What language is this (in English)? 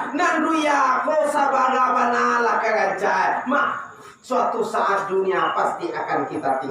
Minangkabau